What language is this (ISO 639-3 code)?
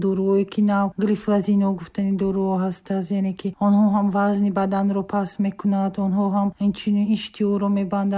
tgk